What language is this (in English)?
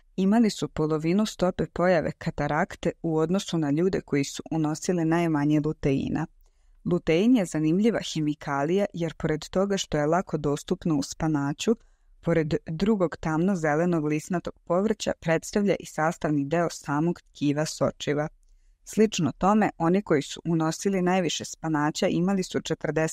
Serbian